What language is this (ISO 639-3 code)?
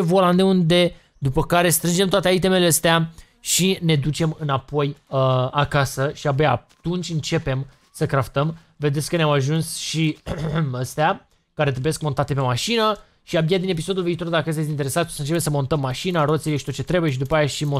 ron